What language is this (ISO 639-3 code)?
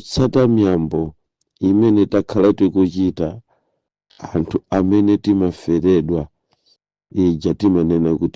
nya